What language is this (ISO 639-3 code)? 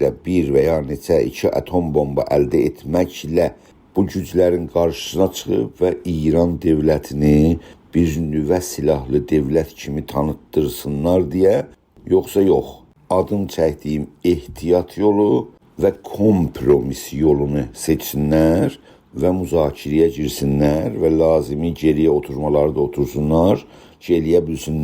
azb